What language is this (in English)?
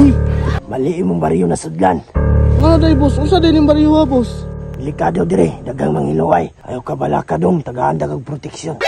Cebuano